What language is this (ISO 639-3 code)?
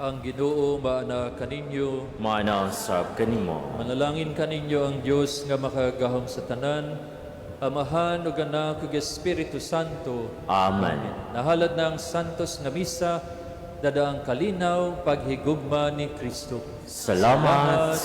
ceb